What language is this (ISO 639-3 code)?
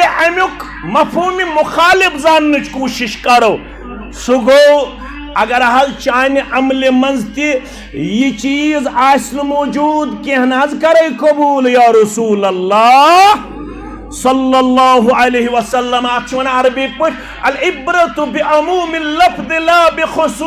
kas